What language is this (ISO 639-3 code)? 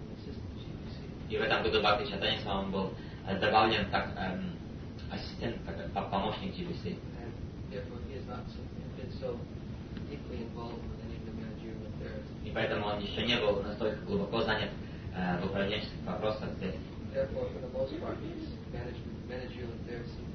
rus